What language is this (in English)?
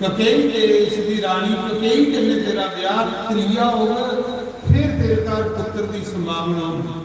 Dogri